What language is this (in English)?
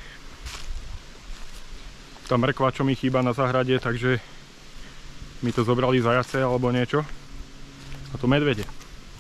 Slovak